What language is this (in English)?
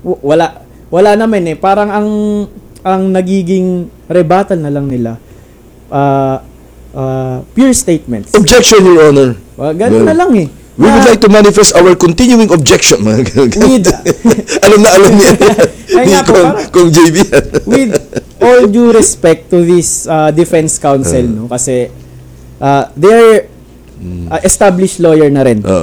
Filipino